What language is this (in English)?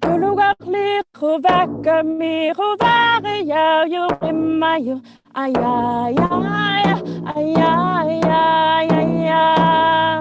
Inuktitut